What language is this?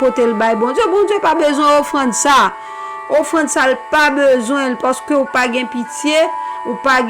Haitian Creole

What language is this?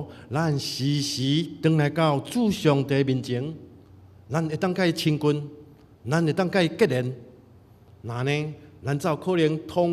Min Nan Chinese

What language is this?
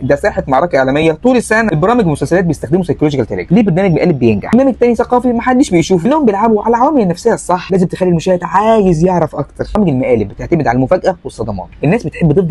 Egyptian Arabic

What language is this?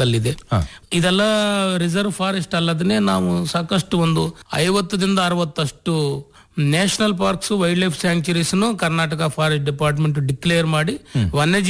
Kannada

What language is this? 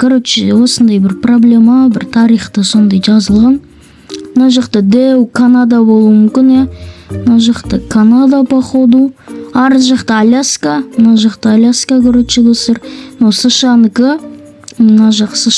Kazakh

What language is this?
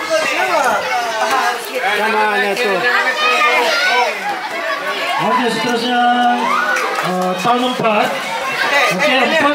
Malay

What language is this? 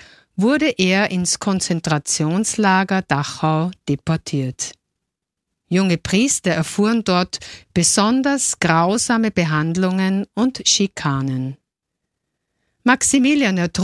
German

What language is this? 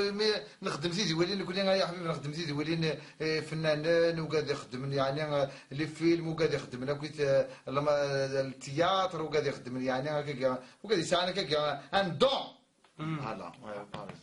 Kabyle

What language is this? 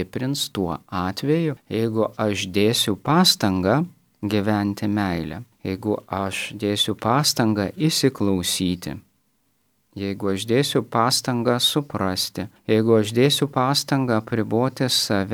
Lithuanian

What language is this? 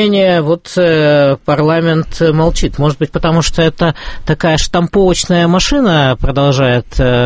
Russian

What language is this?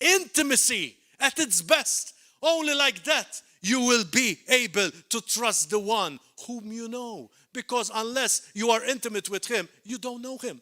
English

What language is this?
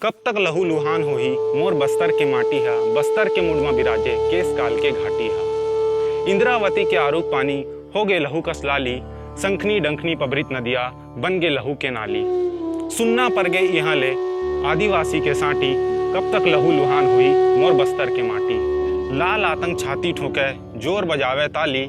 Chhattisgarhi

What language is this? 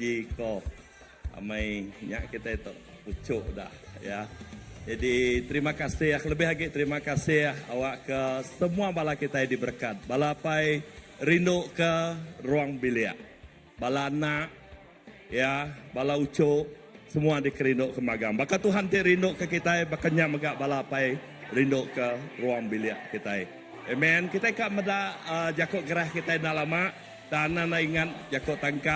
Iban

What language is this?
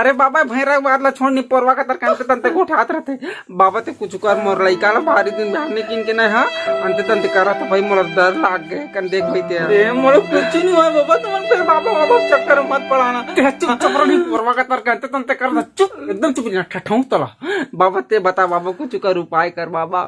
Chhattisgarhi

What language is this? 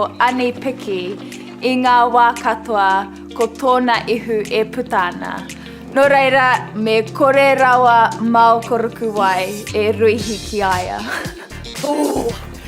Māori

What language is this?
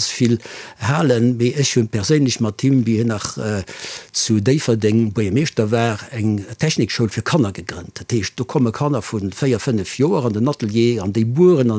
Luxembourgish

